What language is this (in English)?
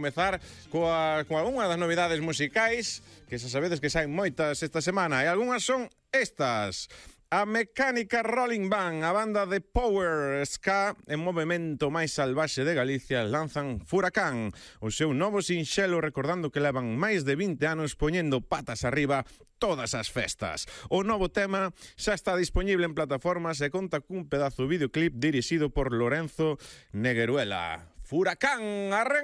Galician